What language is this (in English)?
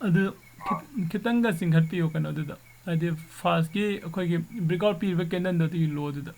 Manipuri